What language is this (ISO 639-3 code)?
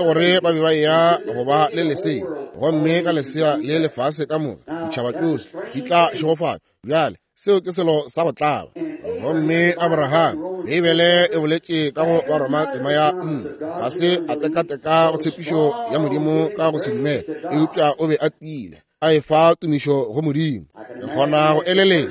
nso